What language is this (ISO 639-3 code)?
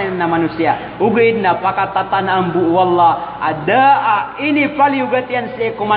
mrw